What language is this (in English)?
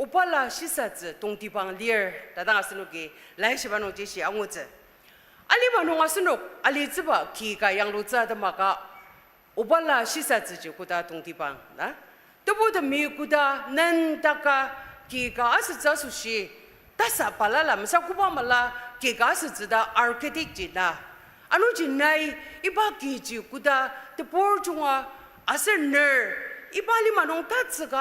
Ao Naga